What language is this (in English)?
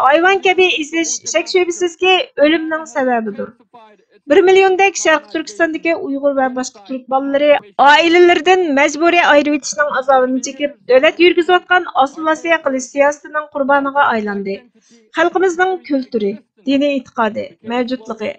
Uyghur